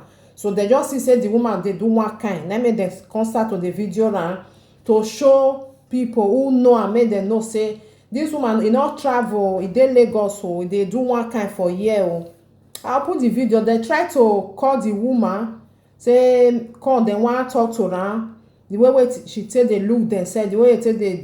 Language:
Nigerian Pidgin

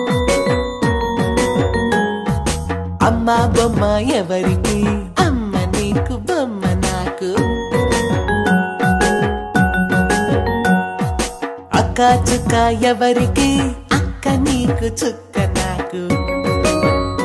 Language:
Telugu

